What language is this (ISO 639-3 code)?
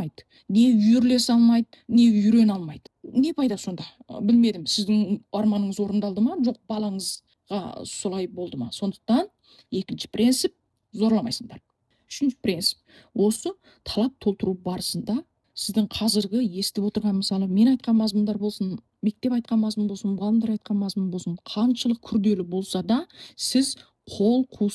kaz